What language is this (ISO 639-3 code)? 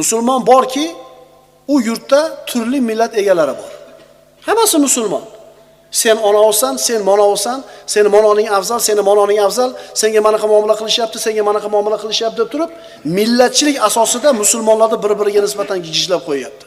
uzb